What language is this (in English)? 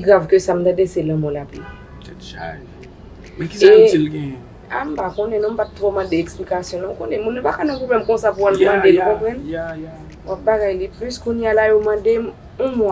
Haitian Creole